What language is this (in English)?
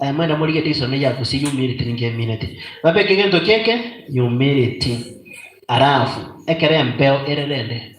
Gusii